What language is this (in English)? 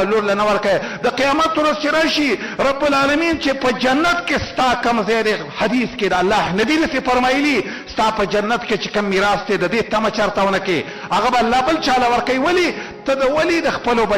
Pashto